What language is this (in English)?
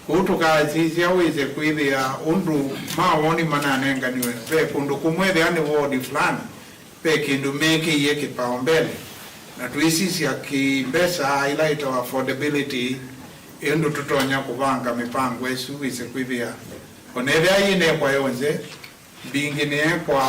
Kamba